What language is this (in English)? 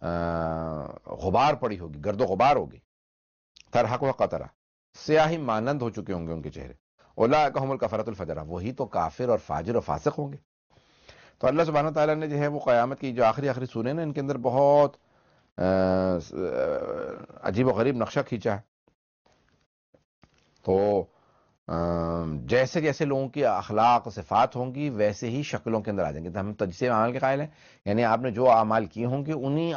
Urdu